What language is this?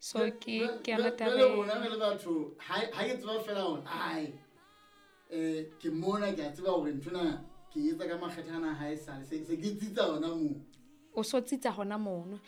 Southern Sotho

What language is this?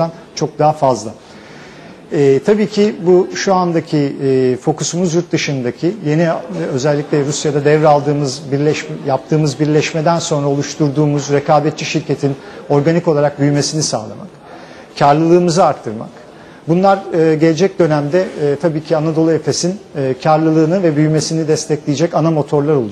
Turkish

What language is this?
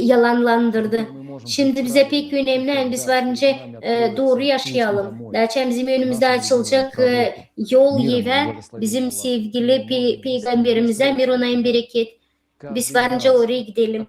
Gagauz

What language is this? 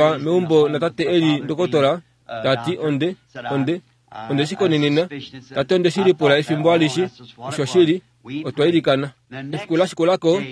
Kuanyama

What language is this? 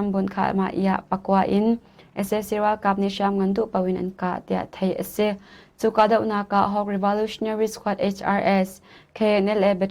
Hakha Chin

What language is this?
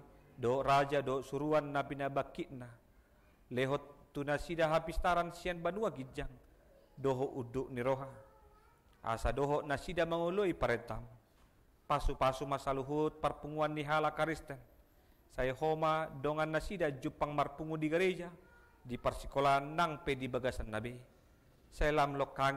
Batak Toba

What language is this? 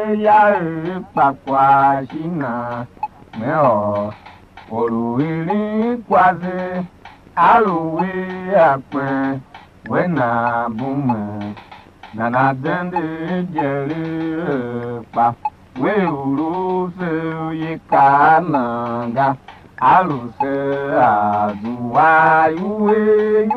Tiv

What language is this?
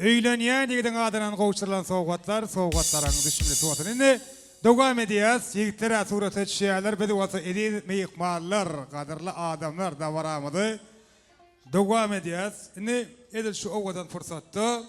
Turkmen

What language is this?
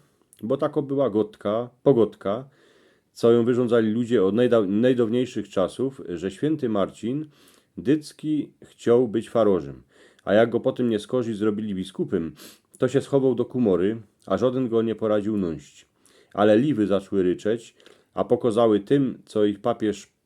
Silesian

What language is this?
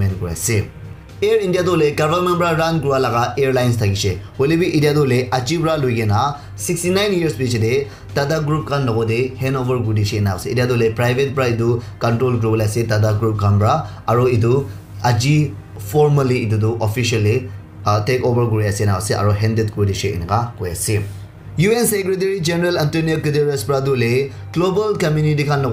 Naga Pidgin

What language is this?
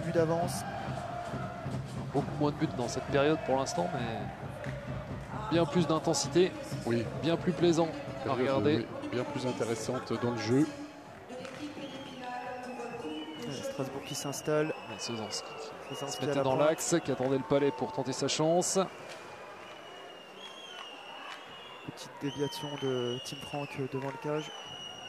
French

